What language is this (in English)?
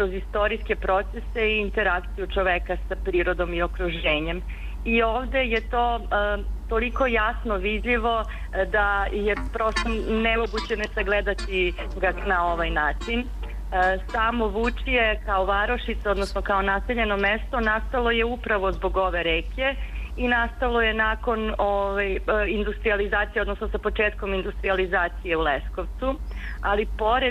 Serbian